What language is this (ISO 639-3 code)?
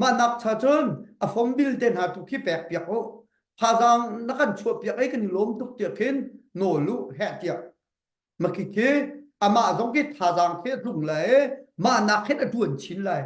cnh